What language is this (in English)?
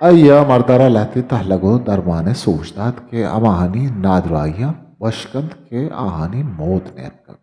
Eastern Balochi